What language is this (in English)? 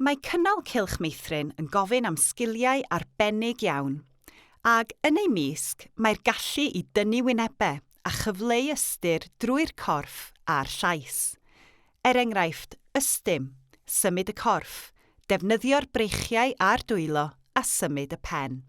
Welsh